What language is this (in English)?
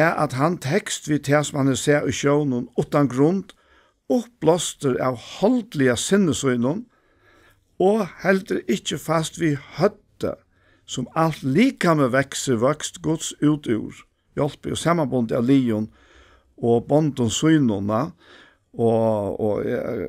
Faroese